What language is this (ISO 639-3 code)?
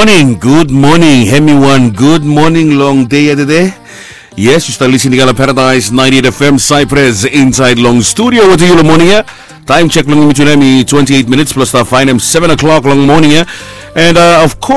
bis